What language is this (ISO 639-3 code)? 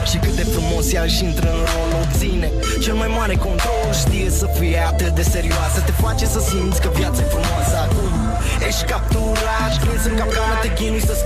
ron